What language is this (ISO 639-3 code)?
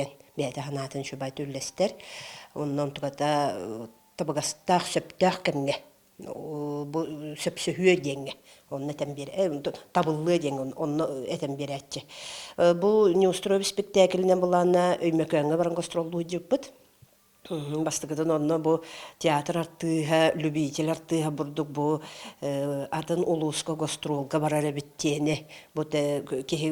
sah